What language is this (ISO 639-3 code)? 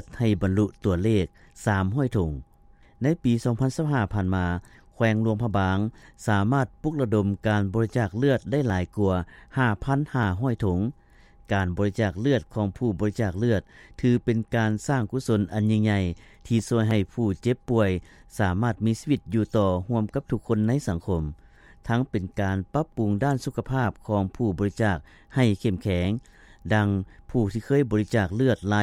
lao